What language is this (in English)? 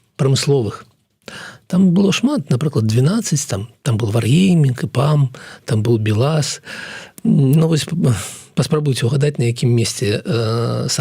Belarusian